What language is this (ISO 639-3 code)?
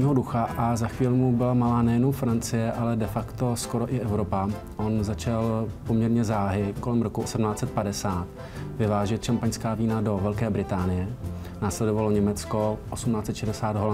ces